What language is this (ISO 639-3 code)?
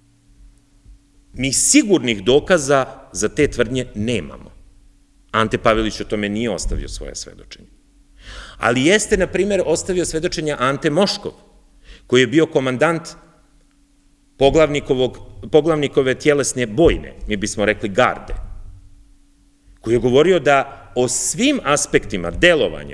srp